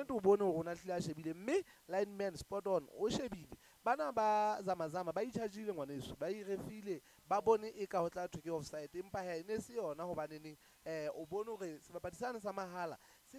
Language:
Southern Sotho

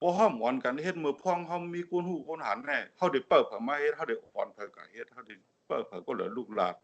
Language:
Shan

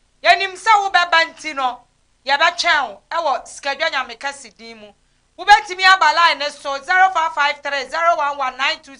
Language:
Akan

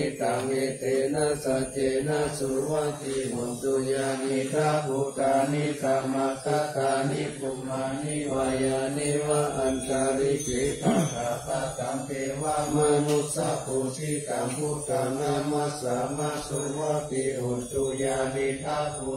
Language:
Pali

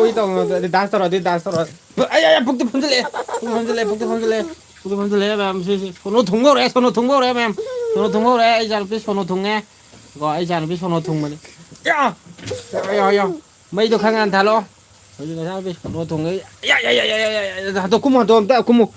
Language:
Manipuri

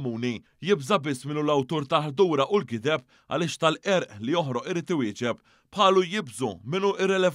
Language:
Maltese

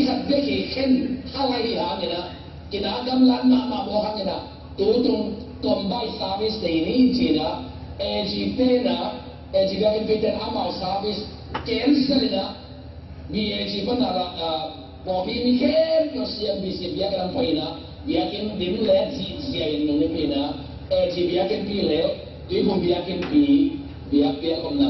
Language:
Tedim Chin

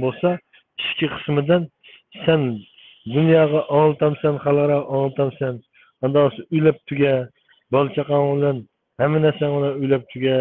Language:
Uyghur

